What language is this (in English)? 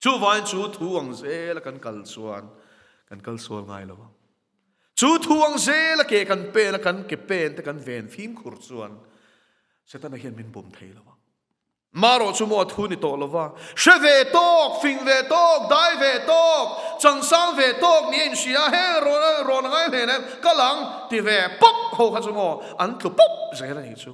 Mizo